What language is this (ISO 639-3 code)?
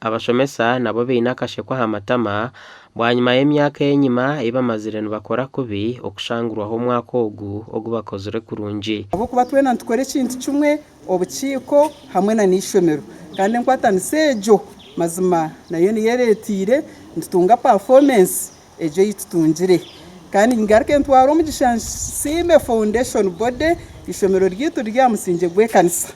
nyn